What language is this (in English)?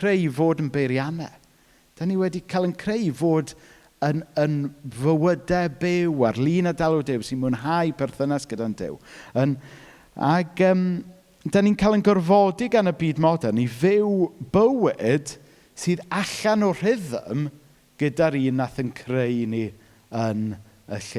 Welsh